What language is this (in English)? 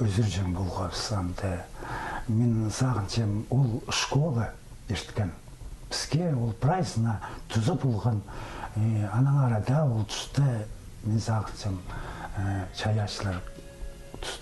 Khakas